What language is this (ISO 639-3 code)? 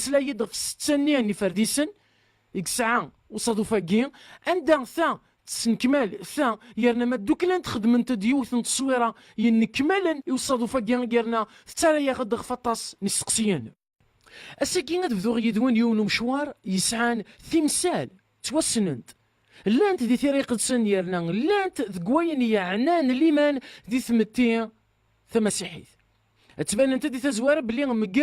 kab